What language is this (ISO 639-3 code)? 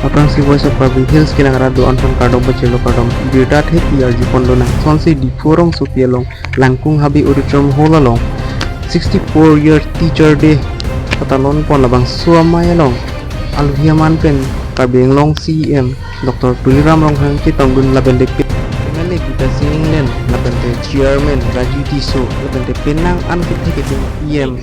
mjw